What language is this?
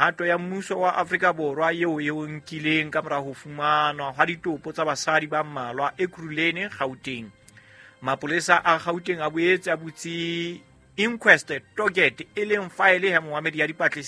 Southern Sotho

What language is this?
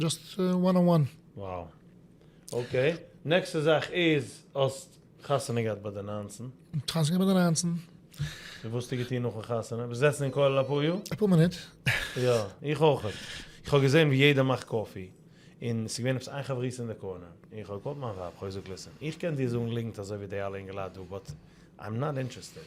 Yiddish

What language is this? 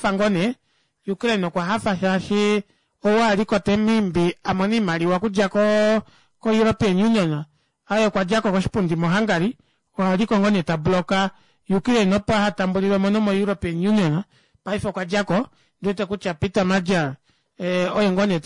Kuanyama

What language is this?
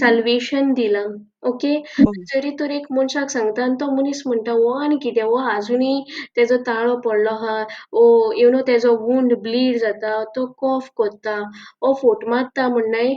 Konkani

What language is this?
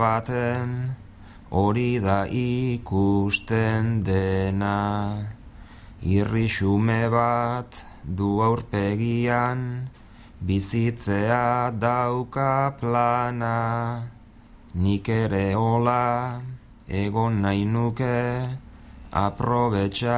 Basque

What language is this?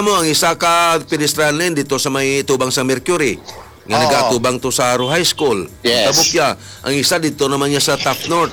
Hiligaynon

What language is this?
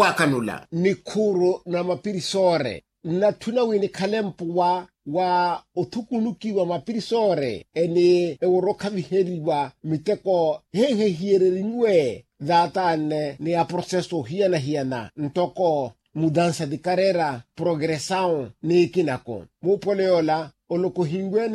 Makhuwa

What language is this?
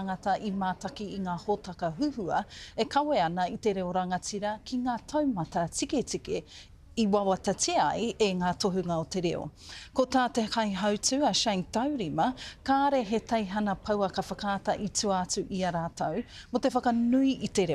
Māori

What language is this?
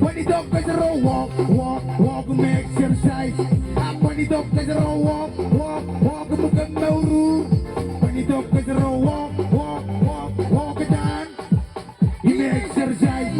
Marshallese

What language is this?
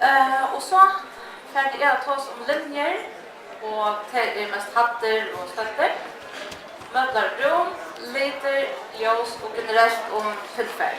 Faroese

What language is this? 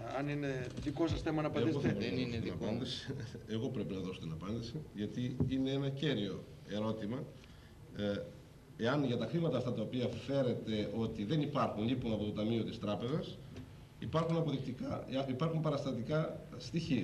Greek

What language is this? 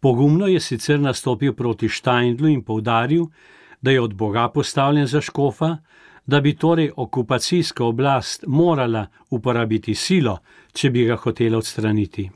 Slovenian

